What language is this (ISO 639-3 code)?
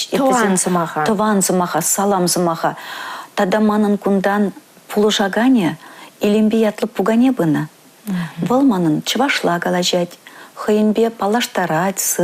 chv